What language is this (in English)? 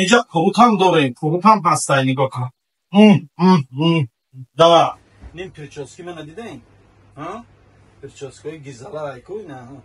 Tajik